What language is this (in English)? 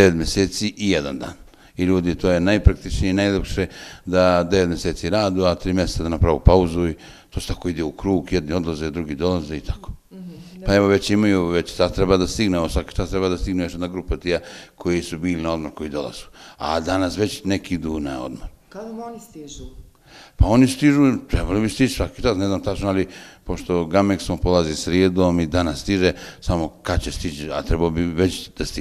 Bosnian